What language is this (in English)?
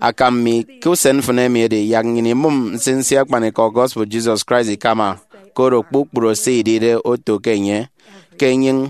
Efik